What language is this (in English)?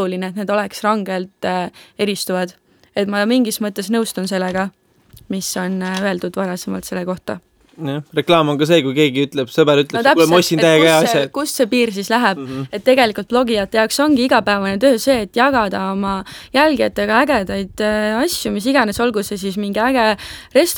Estonian